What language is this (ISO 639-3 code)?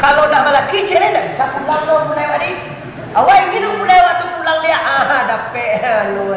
min